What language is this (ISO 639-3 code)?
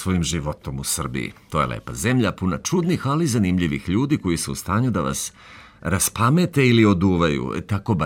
srp